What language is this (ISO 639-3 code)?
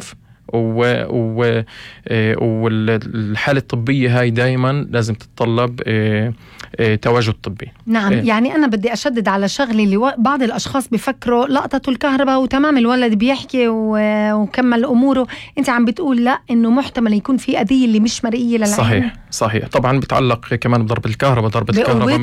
apc